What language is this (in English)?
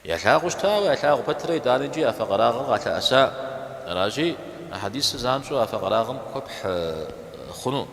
Kabardian